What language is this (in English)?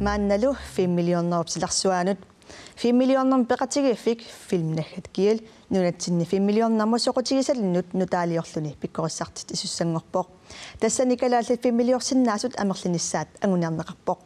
Kalaallisut